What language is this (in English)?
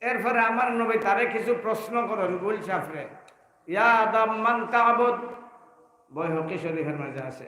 Sylheti